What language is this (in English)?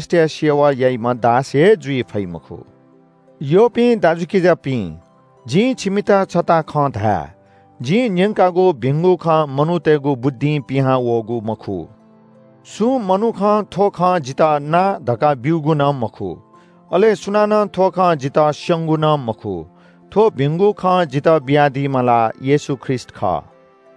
Newari